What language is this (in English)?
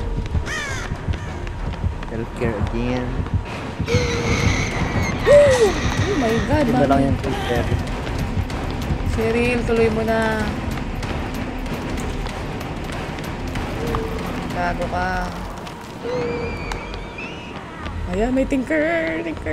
Filipino